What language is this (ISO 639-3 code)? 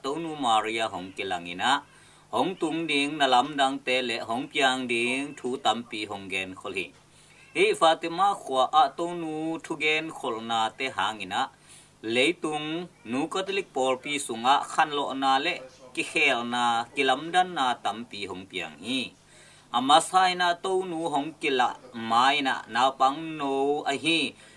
ctd